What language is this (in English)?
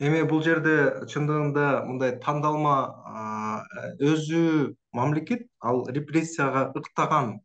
Kyrgyz